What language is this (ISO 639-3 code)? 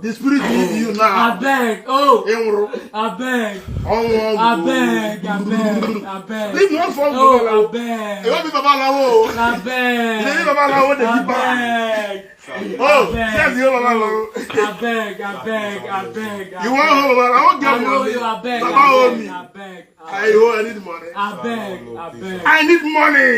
pcm